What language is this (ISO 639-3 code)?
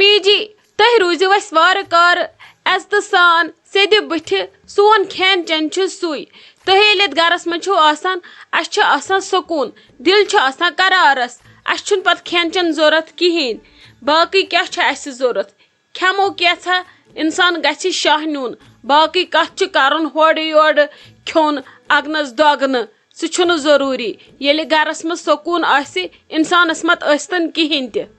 kas